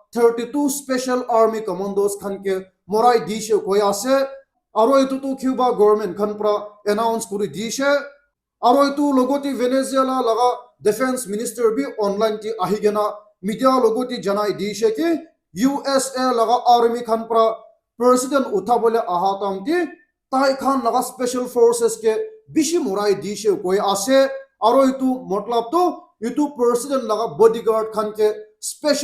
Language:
Naga Pidgin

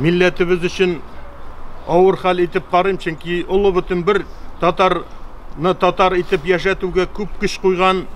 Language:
Tatar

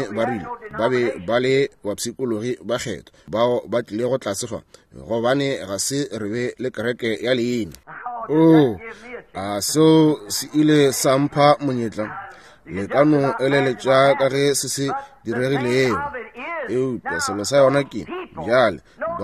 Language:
Northern Sotho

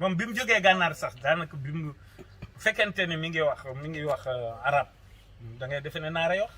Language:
Wolof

